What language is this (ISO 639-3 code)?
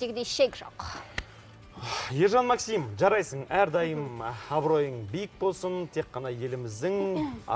kaz